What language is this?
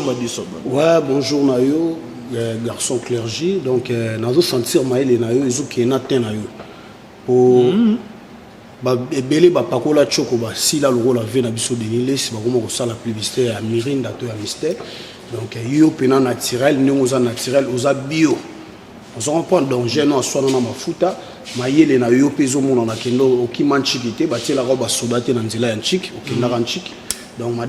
Lingala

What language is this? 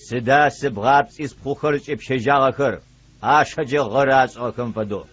Adyghe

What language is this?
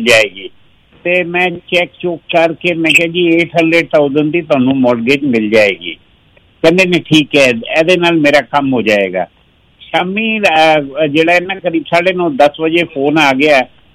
Punjabi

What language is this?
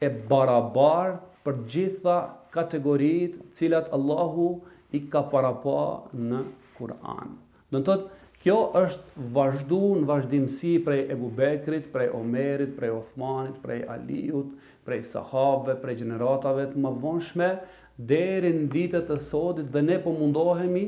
Albanian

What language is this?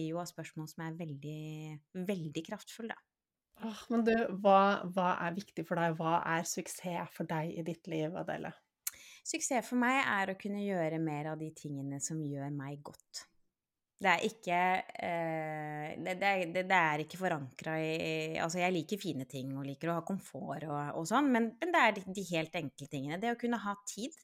Norwegian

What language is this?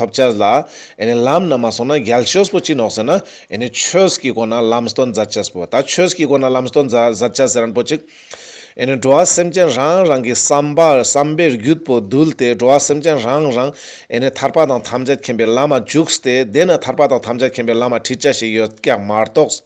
Ladakhi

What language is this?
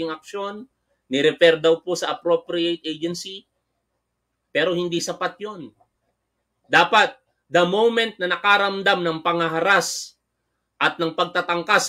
Filipino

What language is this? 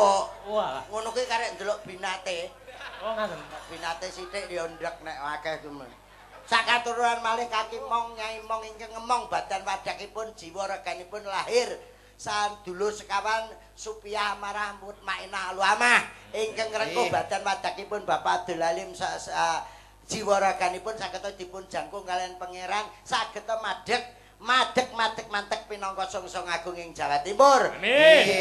Javanese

